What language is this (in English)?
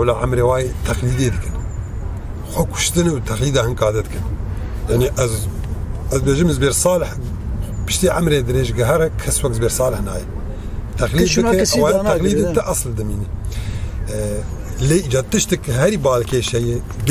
Kurdish